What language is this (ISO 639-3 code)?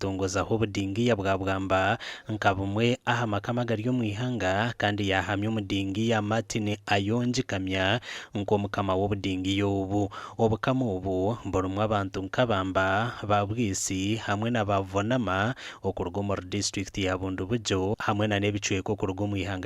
nyn